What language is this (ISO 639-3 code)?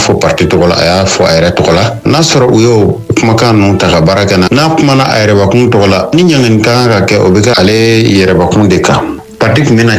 bam